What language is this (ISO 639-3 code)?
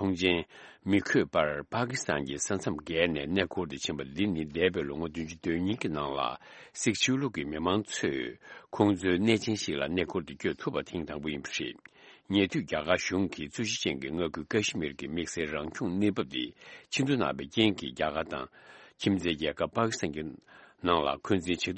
bod